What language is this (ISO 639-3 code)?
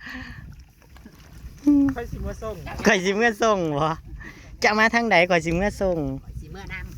tts